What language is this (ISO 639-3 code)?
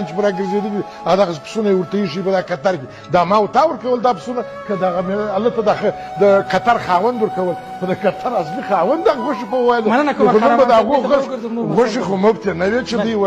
pus